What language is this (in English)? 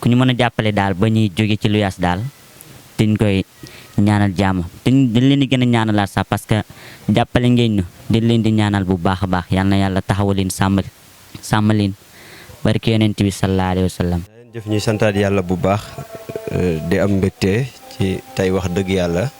Wolof